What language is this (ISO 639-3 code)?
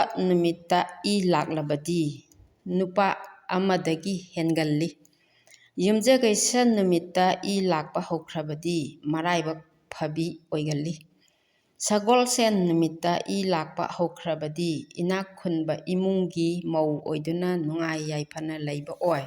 mni